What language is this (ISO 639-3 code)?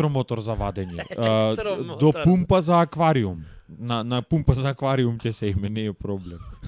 mkd